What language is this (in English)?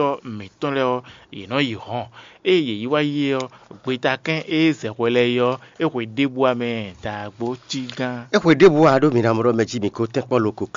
Fon